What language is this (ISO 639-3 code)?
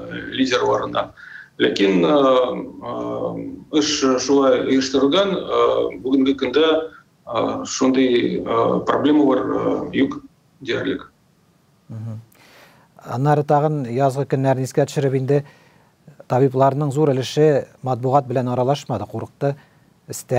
tat